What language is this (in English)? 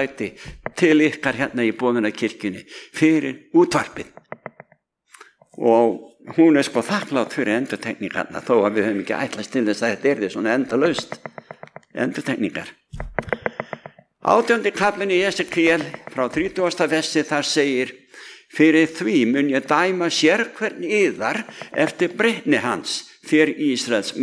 Icelandic